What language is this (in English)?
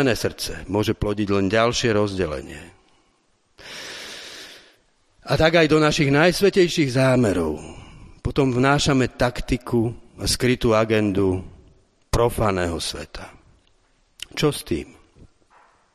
Slovak